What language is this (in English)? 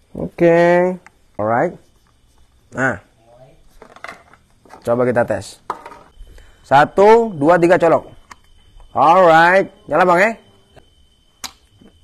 Indonesian